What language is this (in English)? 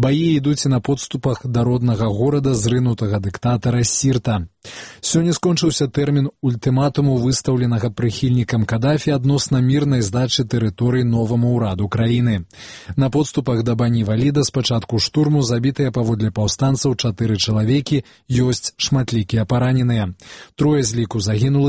Belarusian